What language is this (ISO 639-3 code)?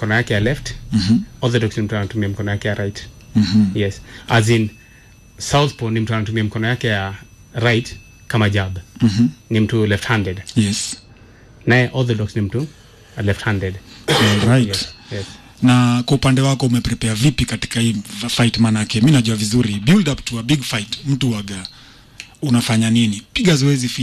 swa